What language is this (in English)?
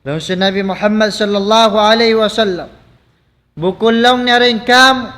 Tausug